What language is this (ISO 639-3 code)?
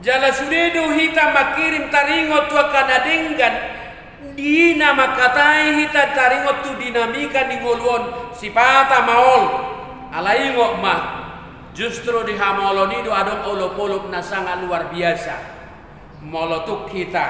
bbc